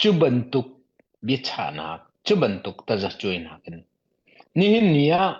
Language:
Hakha Chin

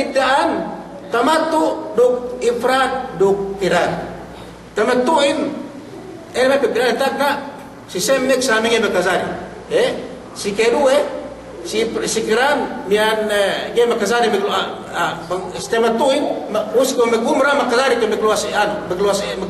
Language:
Yakan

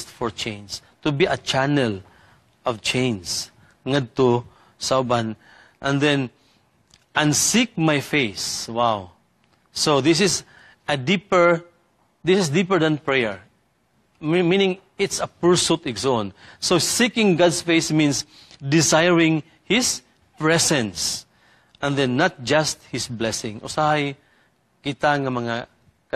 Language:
Cebuano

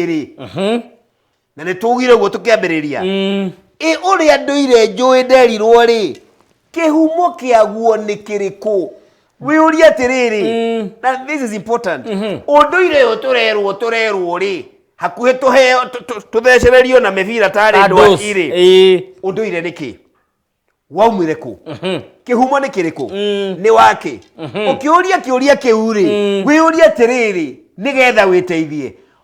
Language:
Kikuyu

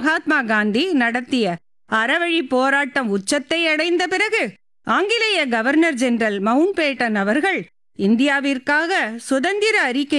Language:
Tamil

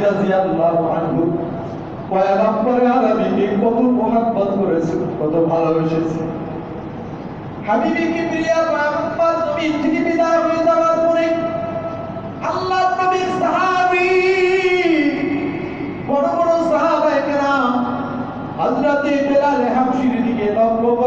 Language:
Bangla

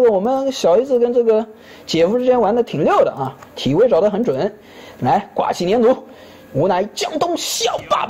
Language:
Chinese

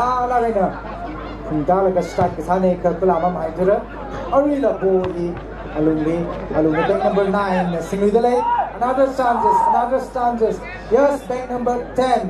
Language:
Tangkhul Naga (India)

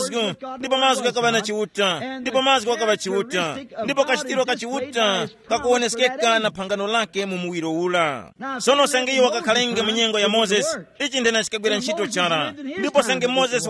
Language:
Tumbuka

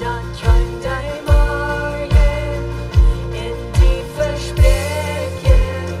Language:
Plautdietsch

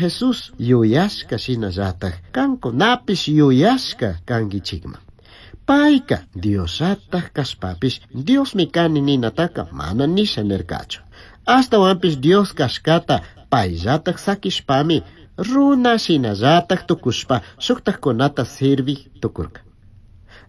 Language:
Chimborazo Highland Quichua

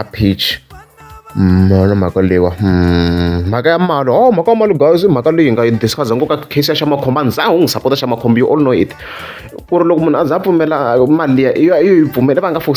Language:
Tsonga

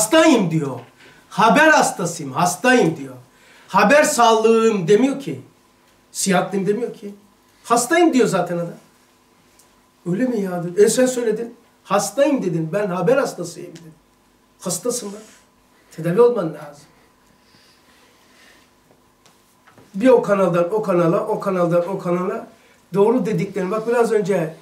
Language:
Turkish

